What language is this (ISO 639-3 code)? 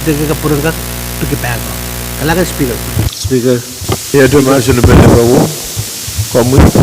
pon